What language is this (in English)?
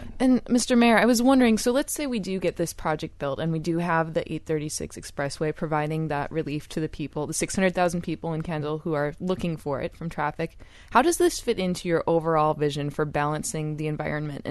English